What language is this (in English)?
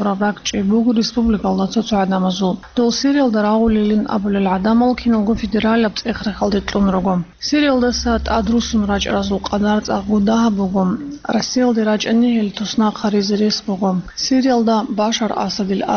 Avaric